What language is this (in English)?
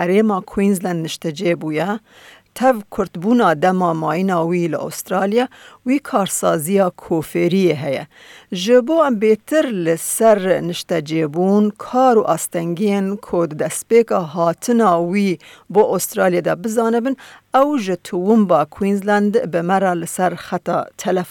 Kurdish